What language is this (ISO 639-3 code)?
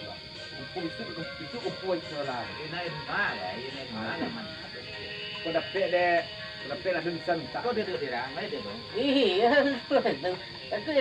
min